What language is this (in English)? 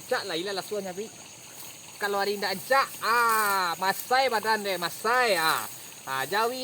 Minangkabau